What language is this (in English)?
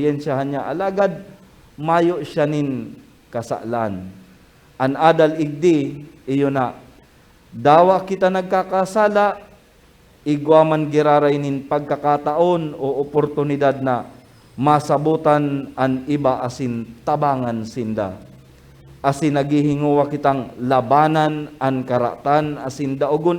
Bikol